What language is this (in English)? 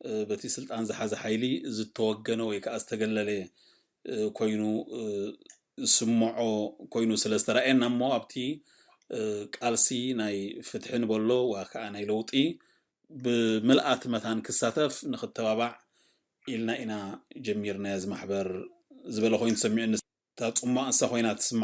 Tigrinya